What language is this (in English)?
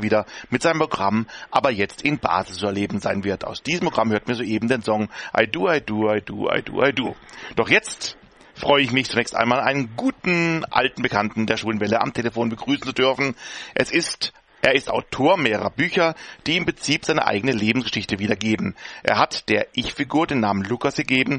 German